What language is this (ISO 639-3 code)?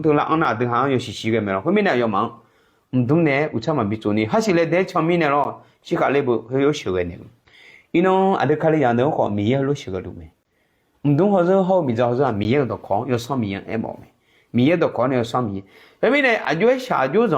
ahk